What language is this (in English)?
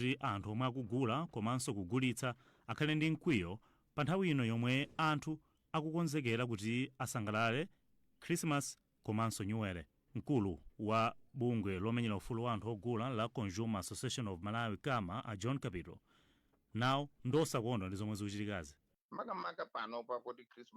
Nyanja